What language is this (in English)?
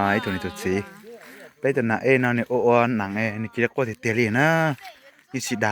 Hmong